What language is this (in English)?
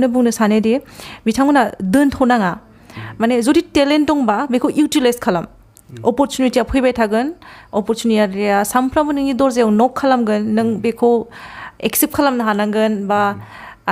Bodo